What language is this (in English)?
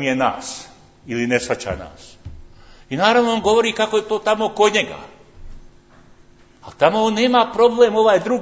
Croatian